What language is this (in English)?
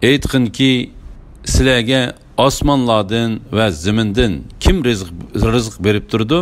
Uyghur